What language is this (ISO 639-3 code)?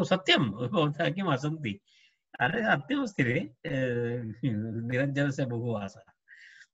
san